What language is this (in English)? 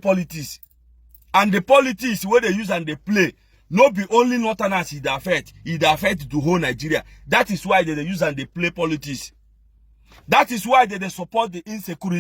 Nigerian Pidgin